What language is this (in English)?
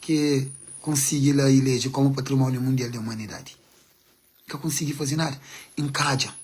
Kabuverdianu